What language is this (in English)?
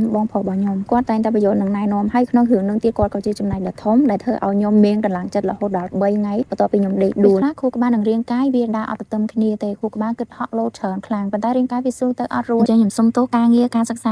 Khmer